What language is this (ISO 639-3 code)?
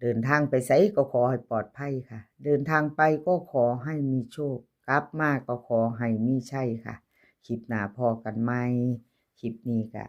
tts